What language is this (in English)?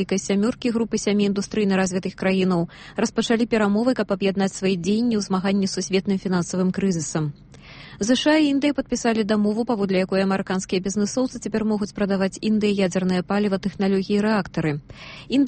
Belarusian